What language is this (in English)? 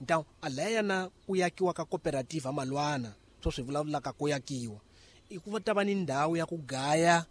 Tsonga